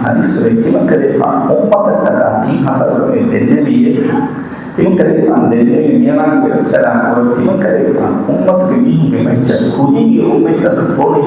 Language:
Divehi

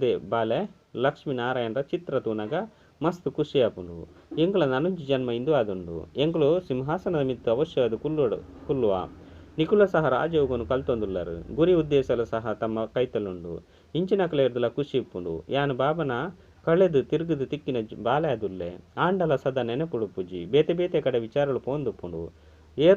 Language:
Tulu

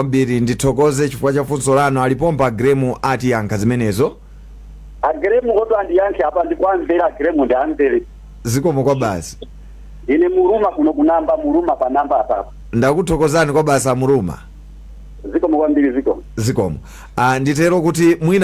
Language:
Nyanja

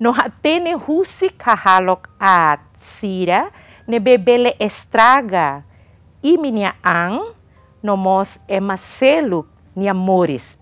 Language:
Tetum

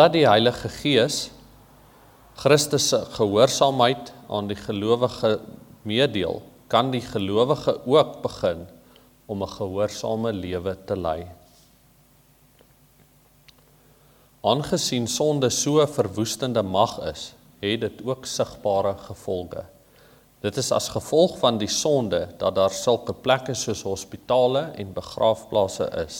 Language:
Afrikaans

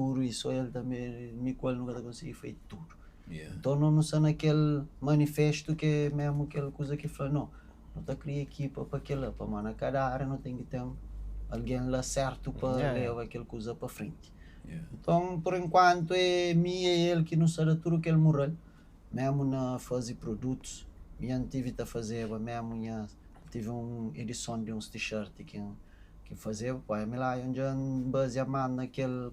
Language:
Kabuverdianu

